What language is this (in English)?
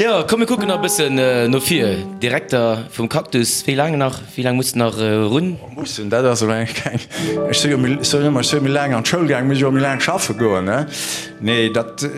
Luxembourgish